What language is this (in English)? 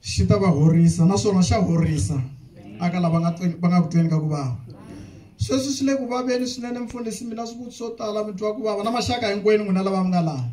Tsonga